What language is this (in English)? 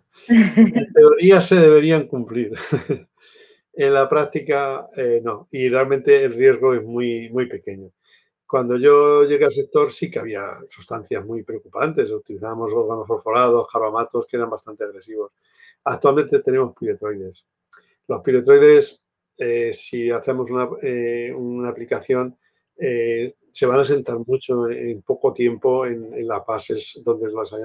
Spanish